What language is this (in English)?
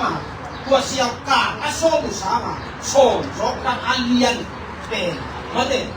Tedim Chin